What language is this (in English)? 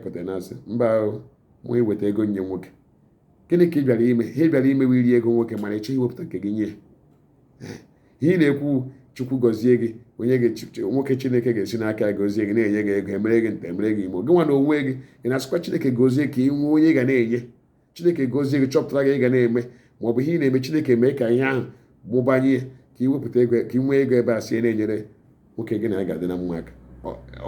Igbo